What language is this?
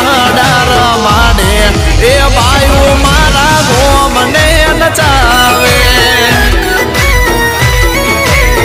Gujarati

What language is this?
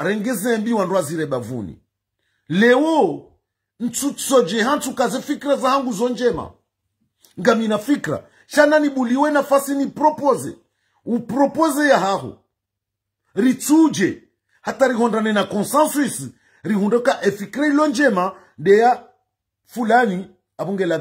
Ngazidja Comorian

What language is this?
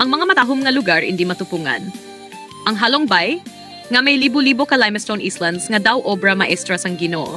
Hiligaynon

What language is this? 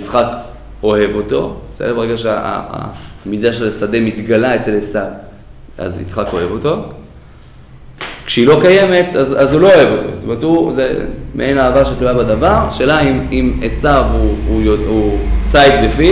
Hebrew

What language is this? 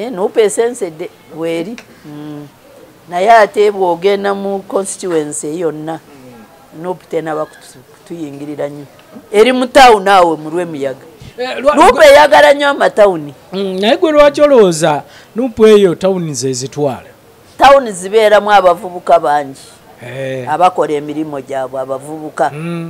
Ganda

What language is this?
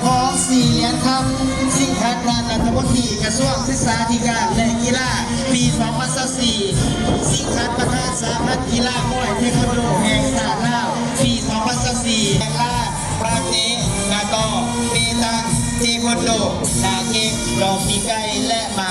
Lao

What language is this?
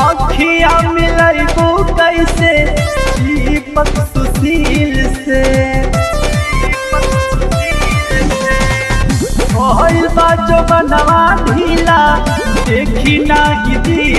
Bhojpuri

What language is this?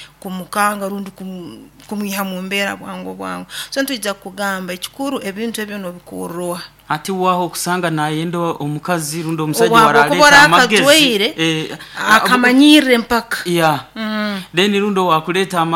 Nyoro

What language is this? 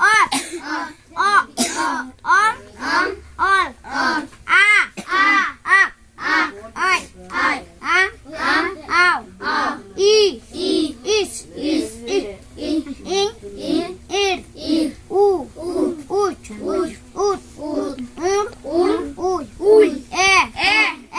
Santali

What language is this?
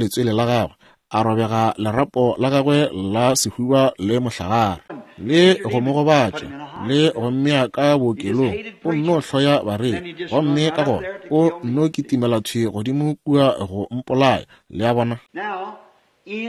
Northern Sotho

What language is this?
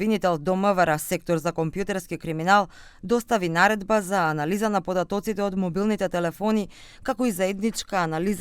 Macedonian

